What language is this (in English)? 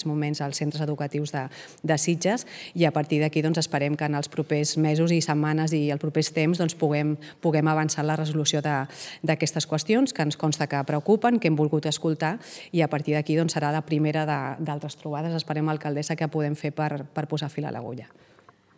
Catalan